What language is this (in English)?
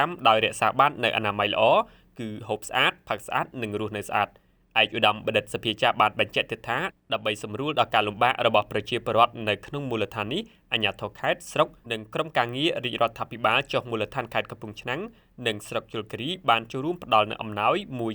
Khmer